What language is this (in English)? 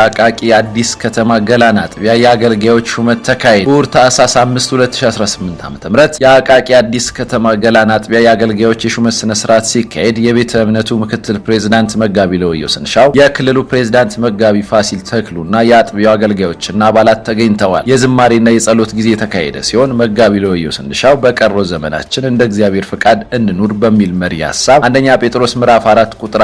Amharic